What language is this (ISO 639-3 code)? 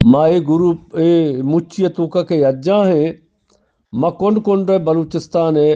bgp